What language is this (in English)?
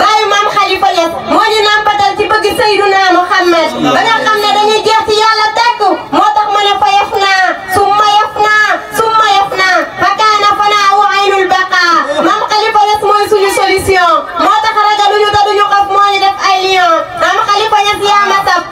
Wolof